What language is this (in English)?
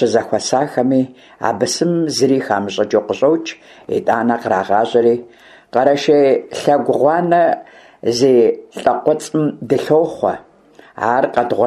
Kabardian